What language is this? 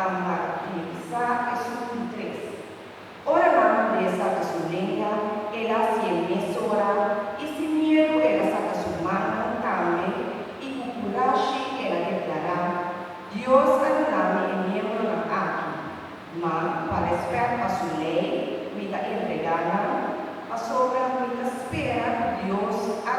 Papiamento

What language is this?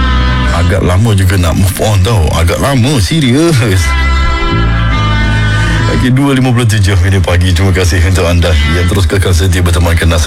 Malay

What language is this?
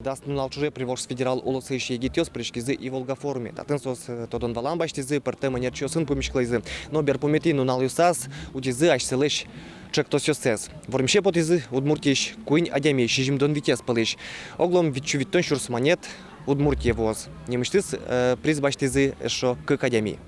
Udmurt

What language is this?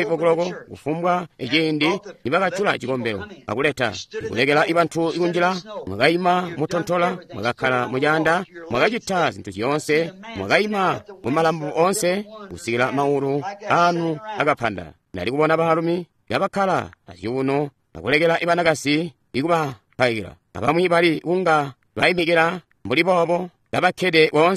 Tonga (Zambia)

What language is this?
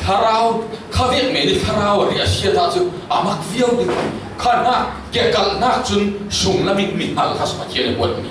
Falam Chin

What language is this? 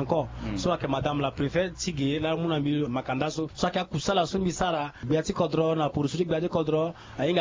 Sango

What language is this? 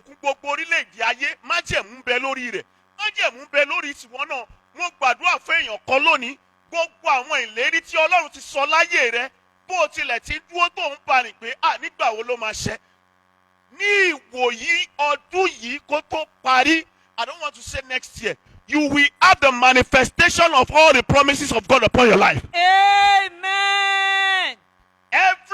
Yoruba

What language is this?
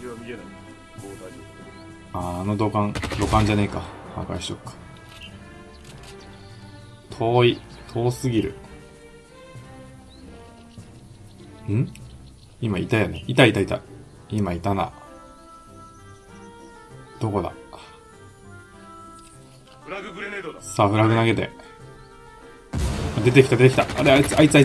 Japanese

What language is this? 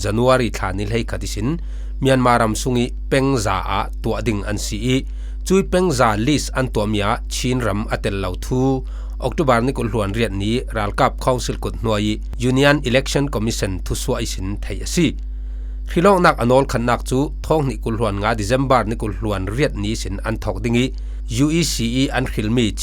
Falam Chin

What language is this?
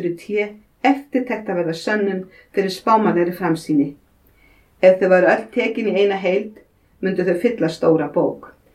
Icelandic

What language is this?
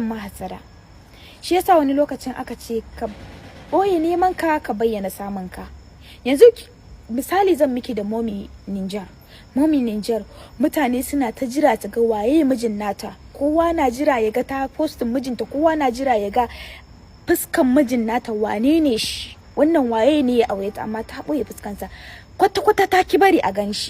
Hausa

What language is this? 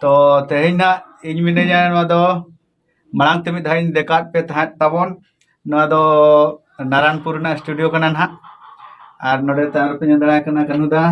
Santali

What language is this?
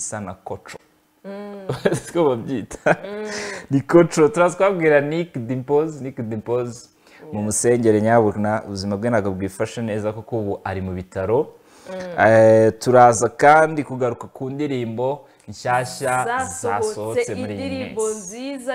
Kinyarwanda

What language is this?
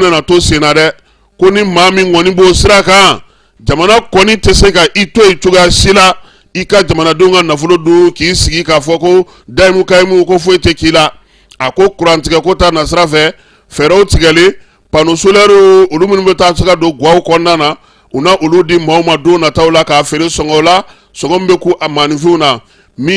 Bambara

